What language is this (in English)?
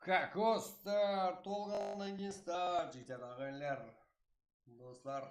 Kara-Kalpak